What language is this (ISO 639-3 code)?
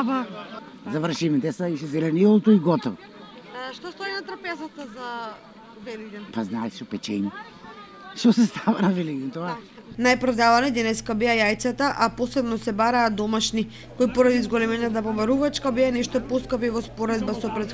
mkd